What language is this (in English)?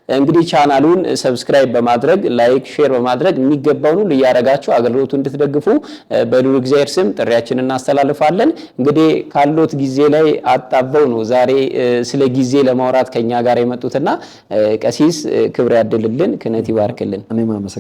Amharic